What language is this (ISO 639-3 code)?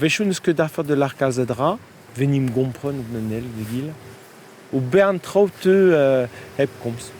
bre